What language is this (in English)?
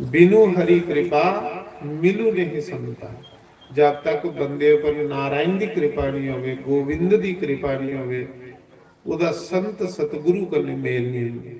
Dogri